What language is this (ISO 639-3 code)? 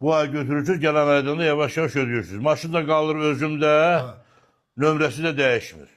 aze